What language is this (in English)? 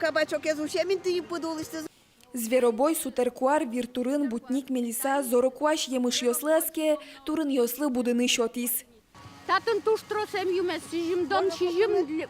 Udmurt